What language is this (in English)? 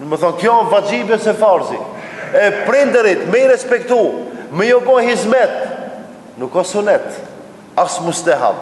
Albanian